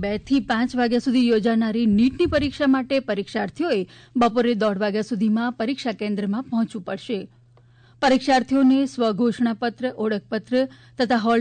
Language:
Gujarati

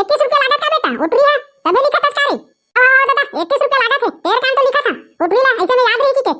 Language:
Chhattisgarhi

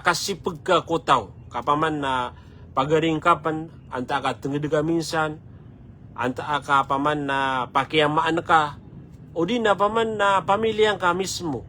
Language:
Maranao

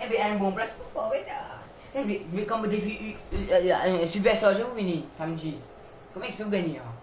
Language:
Morisyen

